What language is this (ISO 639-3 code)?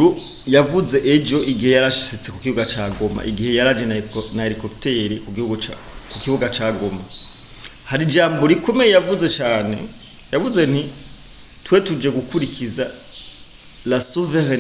run